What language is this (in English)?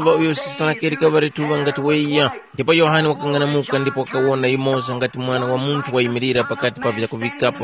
Tumbuka